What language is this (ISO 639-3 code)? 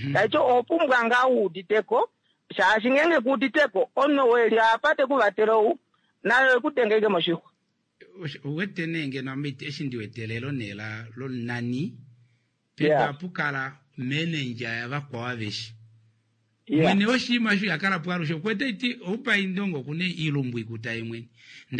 kua